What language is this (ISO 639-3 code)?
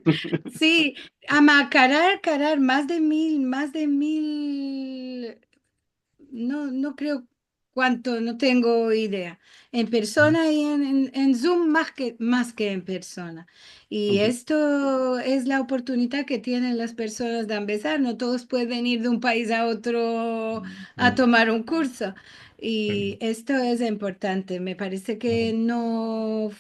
lad